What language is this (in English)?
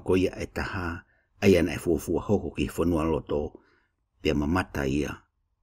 Tongan